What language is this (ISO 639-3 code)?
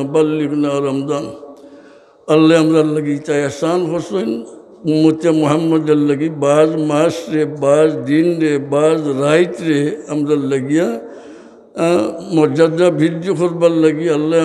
syl